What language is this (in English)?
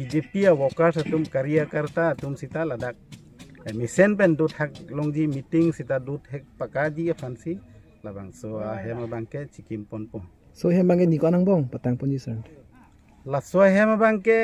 Karbi